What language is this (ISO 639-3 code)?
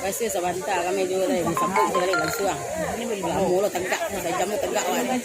min